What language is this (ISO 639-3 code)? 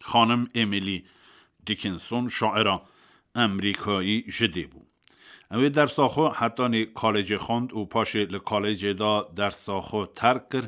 kur